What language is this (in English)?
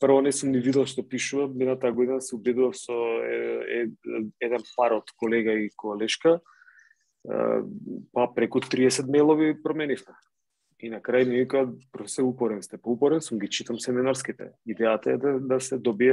Macedonian